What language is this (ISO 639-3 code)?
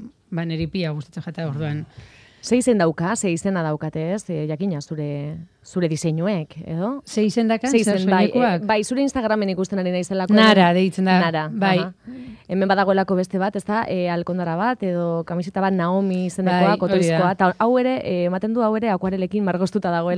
eus